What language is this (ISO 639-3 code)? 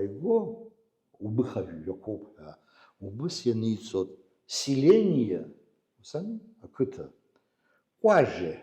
abk